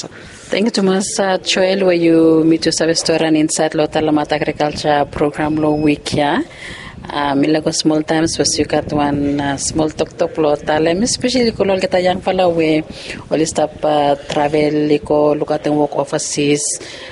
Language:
Bislama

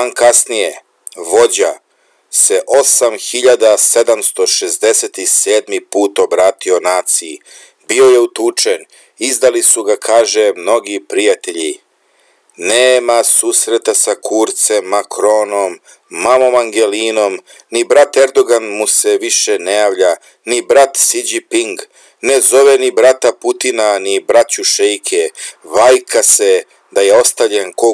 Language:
Serbian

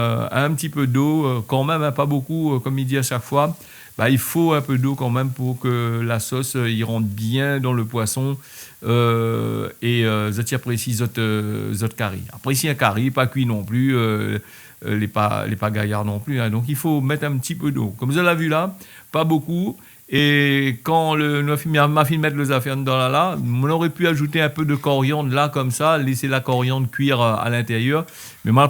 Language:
Réunion Creole French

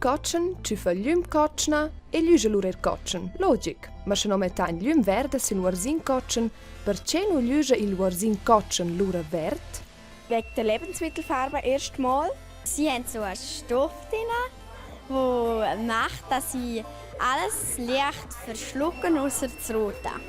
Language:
Romansh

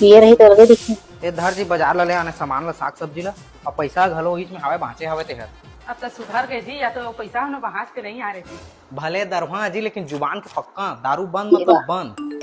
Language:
Chhattisgarhi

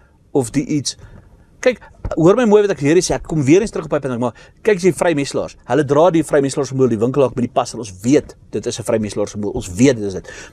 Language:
Afrikaans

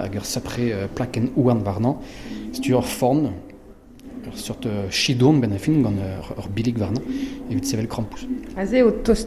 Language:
Breton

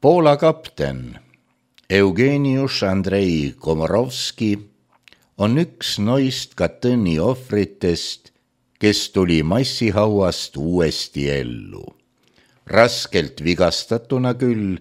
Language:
Estonian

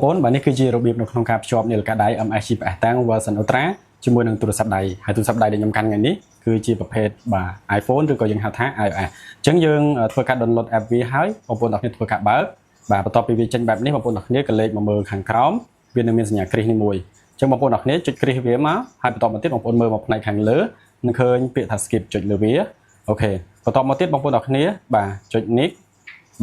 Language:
Khmer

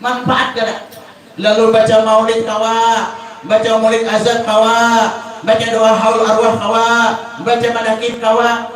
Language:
Banjar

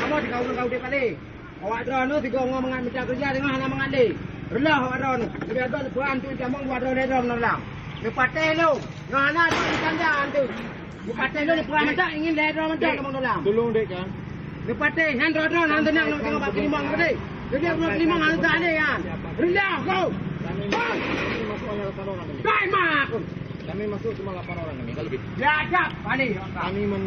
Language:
Achinese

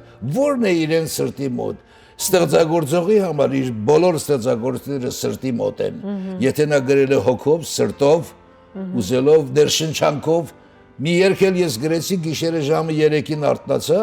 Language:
Western Armenian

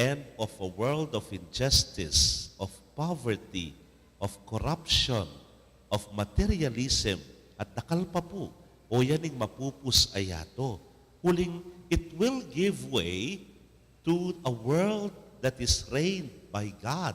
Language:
Pampanga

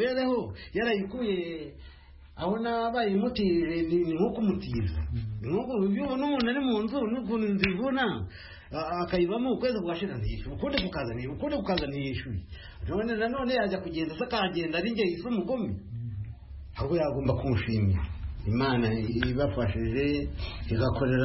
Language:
Kinyarwanda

